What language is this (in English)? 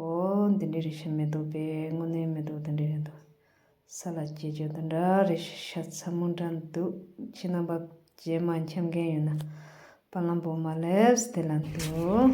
Tibetan